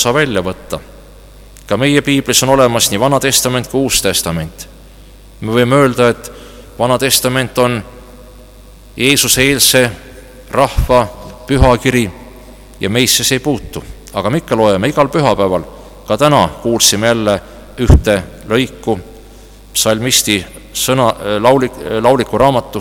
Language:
Estonian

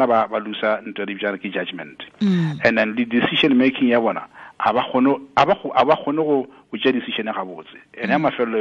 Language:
Northern Sotho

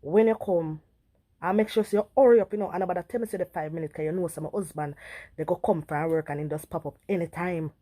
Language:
Jamaican Creole English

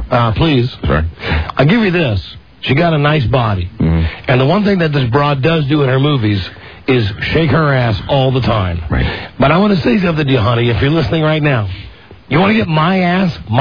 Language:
English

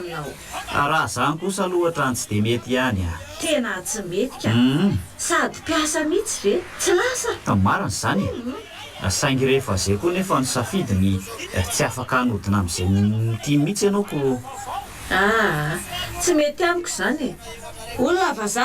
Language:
Malagasy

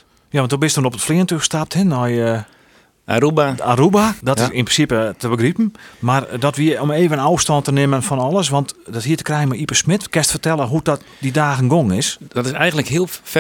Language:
Western Frisian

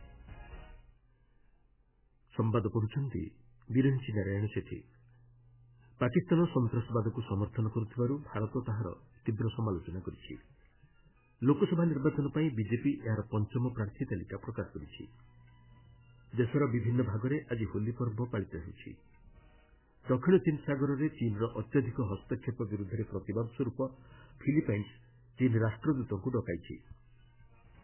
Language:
Odia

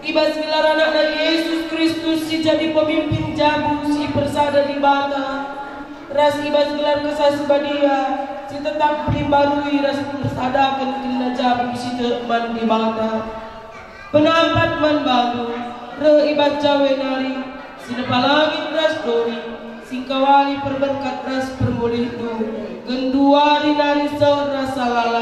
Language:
Batak Karo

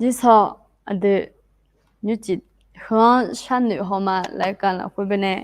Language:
Akha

